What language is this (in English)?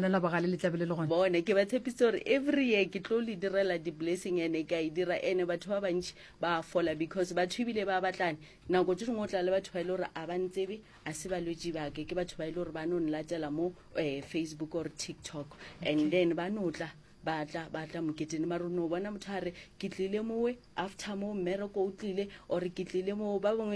Northern Sotho